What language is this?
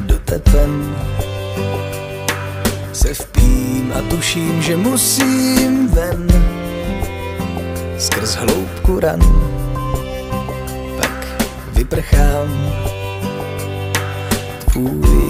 Czech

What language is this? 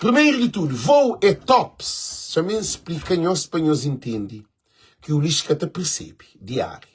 Kabuverdianu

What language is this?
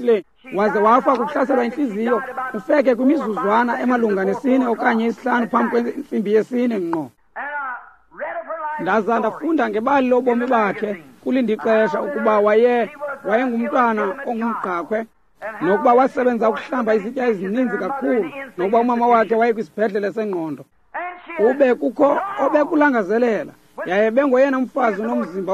Xhosa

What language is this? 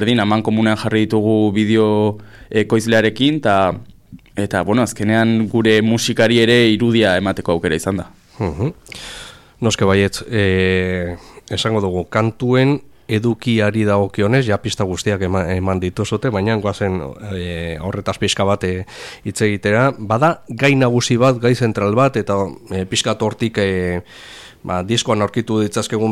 Basque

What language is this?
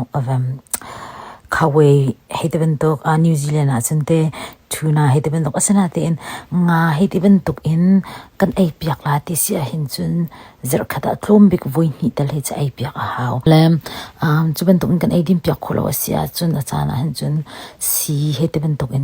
Hakha Chin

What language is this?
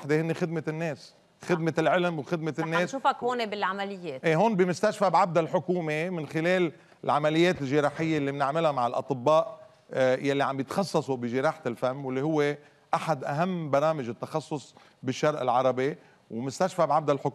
North Levantine Arabic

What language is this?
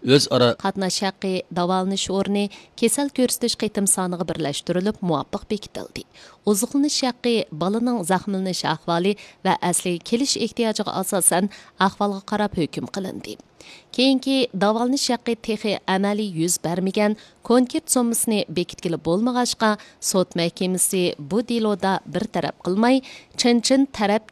Uyghur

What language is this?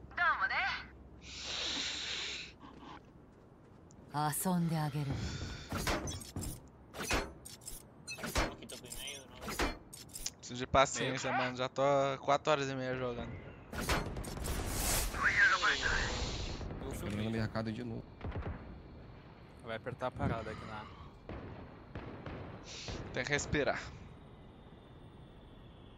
Portuguese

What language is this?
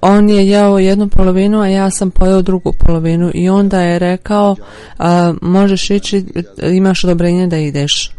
Bosnian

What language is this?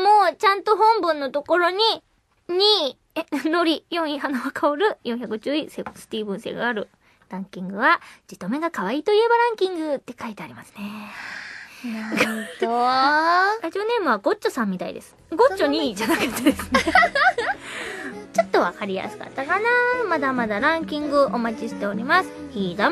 Japanese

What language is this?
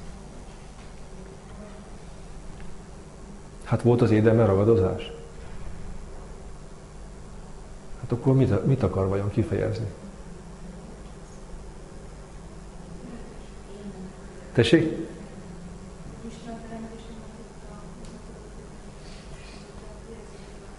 Hungarian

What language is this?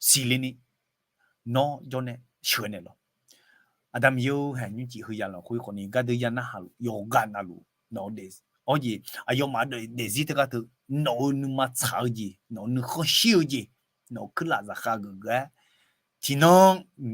Akha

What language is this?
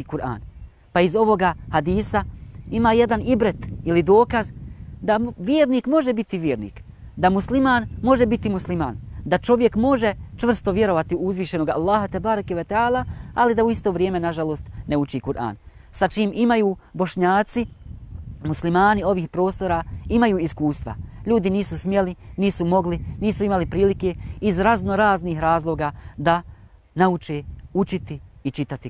Bosnian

